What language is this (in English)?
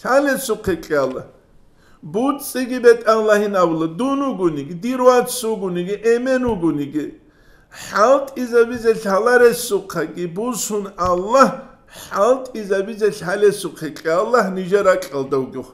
Avaric